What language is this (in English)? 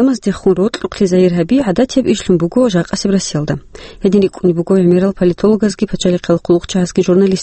Avaric